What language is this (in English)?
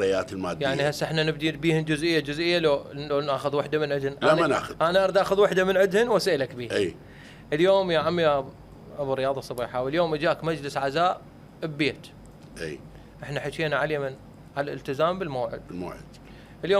Mesopotamian Arabic